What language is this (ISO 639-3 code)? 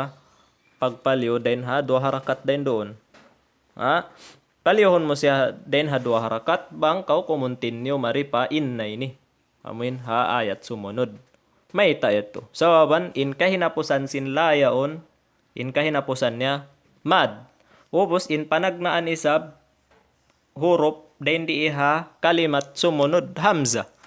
tsg